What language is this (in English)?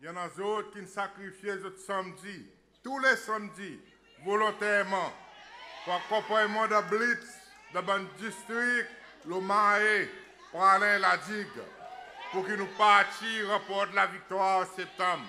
Seselwa Creole French